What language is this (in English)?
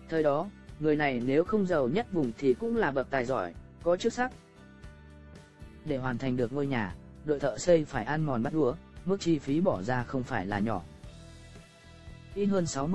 Vietnamese